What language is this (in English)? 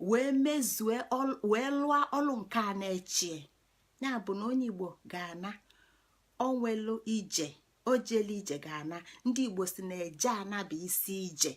Igbo